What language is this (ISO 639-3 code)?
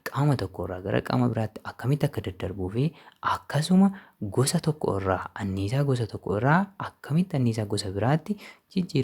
orm